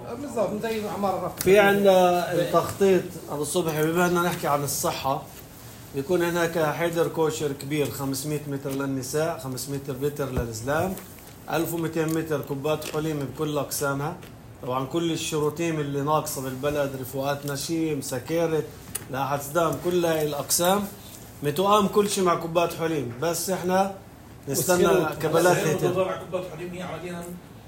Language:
North Levantine Arabic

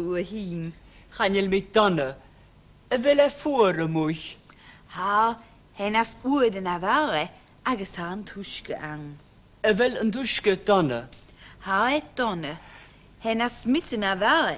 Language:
Scottish Gaelic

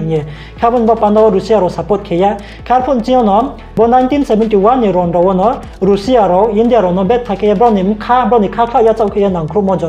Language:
Riang (India)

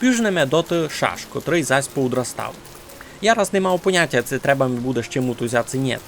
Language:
Rusyn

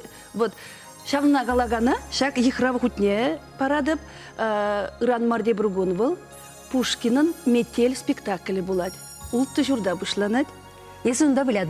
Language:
Chuvash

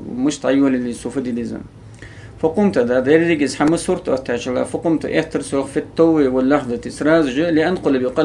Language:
Ingush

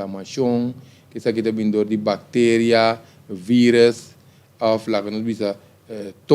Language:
Papiamento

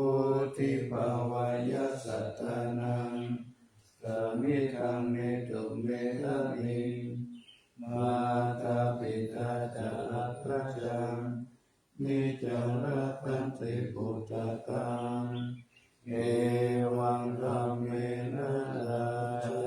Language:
Pali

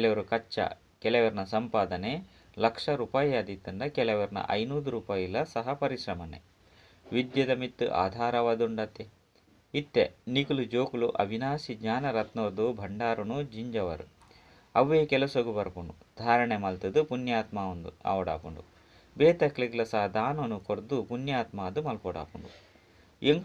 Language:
Tulu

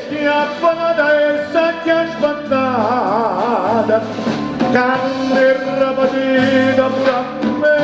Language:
Neapolitan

